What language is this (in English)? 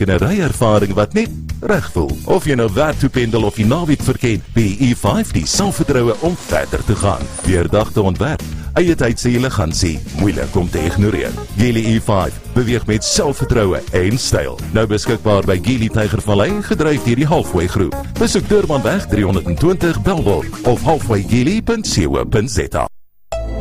Afrikaans